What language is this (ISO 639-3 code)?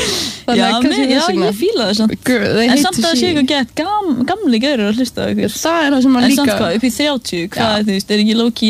isl